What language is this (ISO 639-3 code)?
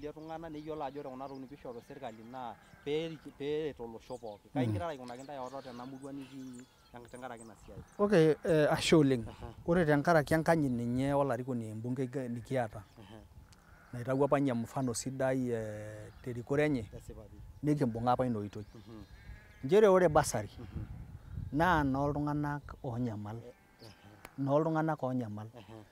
mas